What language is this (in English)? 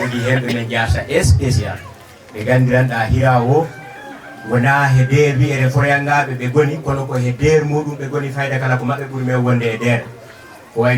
Fula